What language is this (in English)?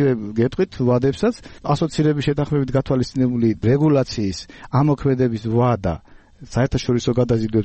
Georgian